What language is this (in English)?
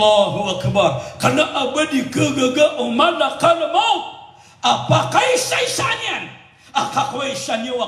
Maranao